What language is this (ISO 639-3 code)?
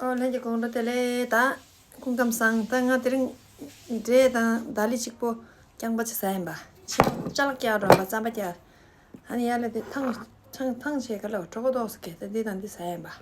bod